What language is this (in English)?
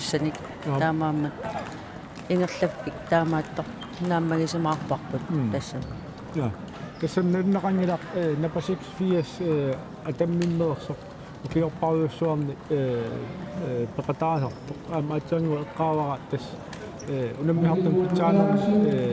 Kalaallisut